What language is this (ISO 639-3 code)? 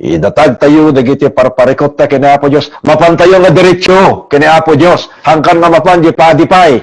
ilo